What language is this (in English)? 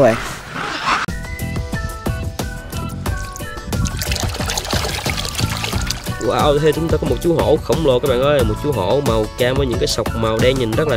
Vietnamese